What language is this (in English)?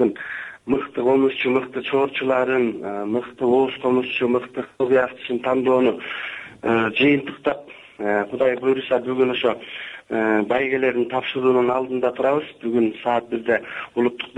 Kyrgyz